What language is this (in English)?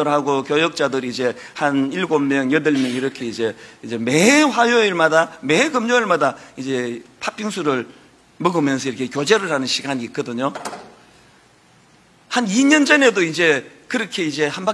Korean